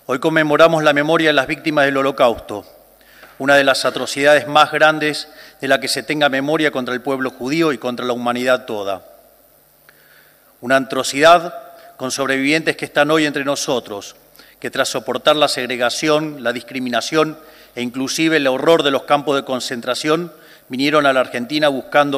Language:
Spanish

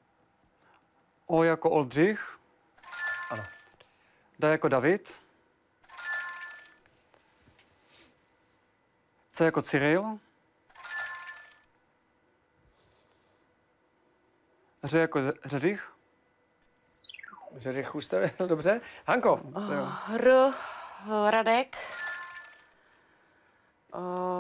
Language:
Czech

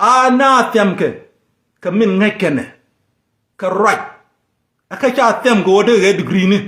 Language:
Nuer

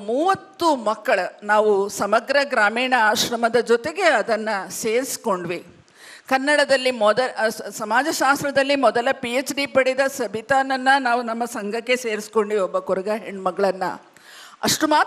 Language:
Kannada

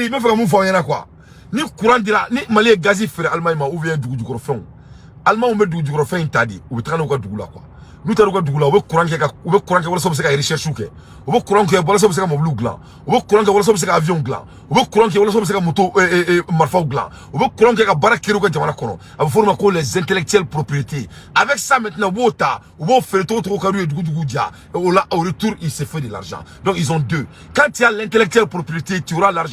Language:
Bambara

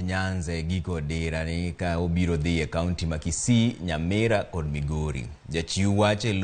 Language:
Luo (Kenya and Tanzania)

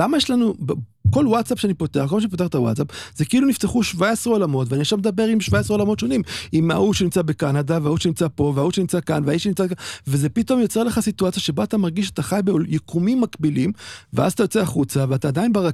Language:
Hebrew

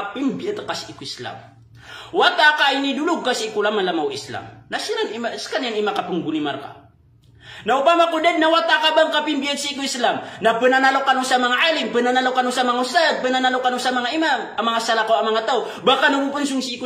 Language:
Maranao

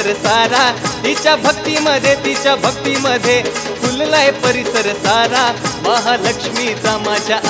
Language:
Marathi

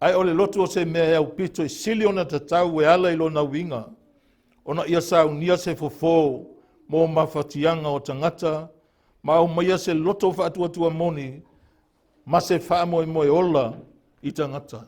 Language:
Samoan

